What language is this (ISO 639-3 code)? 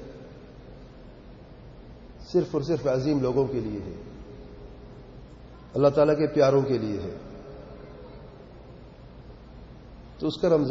urd